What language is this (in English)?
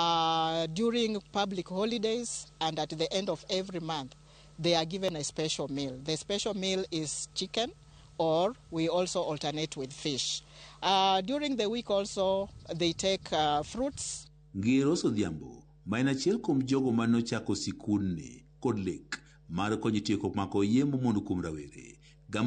Luo (Kenya and Tanzania)